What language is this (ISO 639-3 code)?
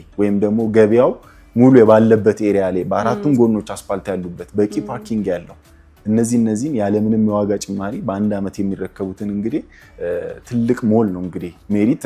amh